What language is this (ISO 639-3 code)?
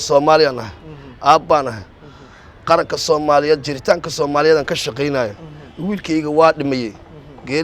som